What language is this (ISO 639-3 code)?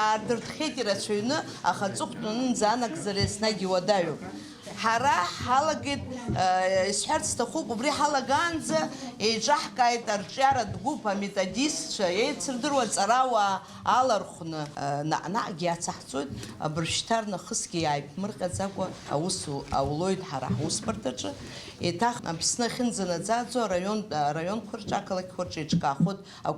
abk